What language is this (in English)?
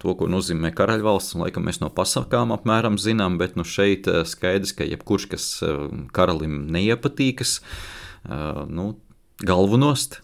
Latvian